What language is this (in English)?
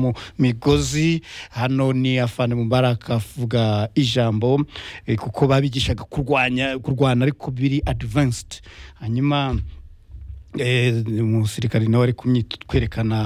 Kinyarwanda